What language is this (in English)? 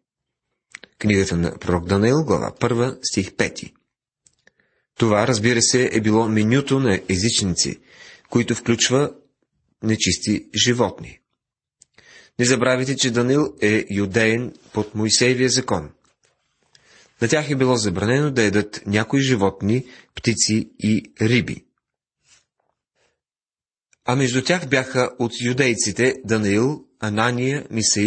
Bulgarian